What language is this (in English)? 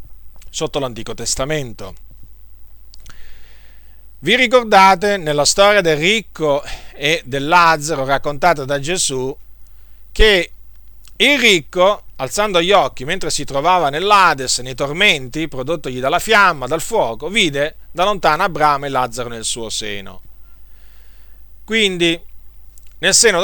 Italian